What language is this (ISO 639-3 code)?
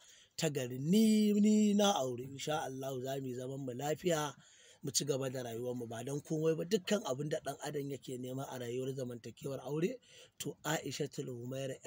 hau